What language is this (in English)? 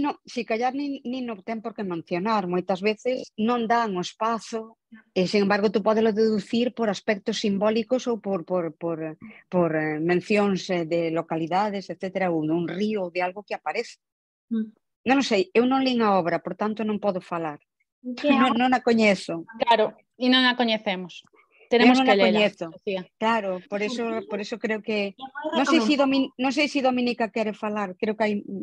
Galician